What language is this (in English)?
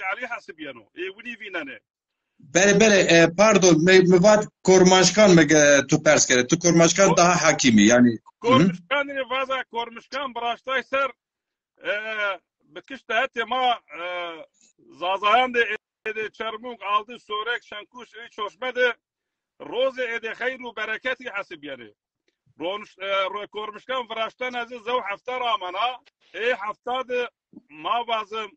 Zaza